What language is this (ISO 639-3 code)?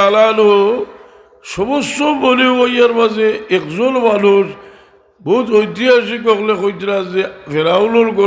syl